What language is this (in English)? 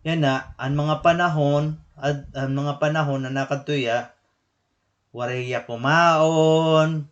Waray